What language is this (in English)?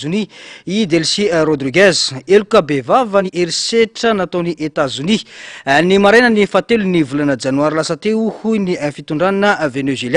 Malagasy